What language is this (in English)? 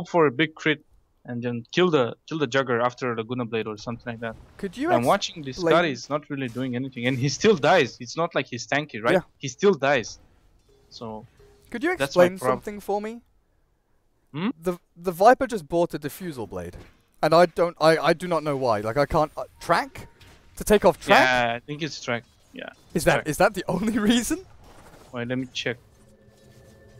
English